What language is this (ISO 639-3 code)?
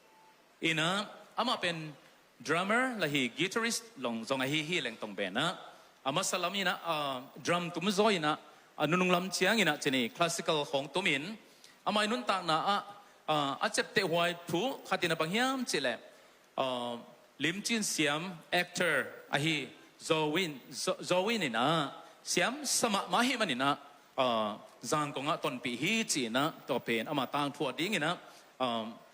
ctd